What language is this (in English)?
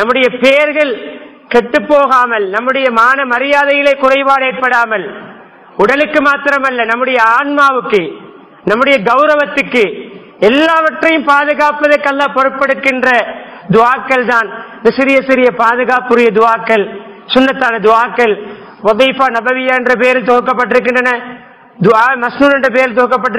Tamil